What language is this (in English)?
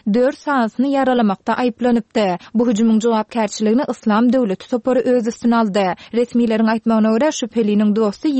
Turkmen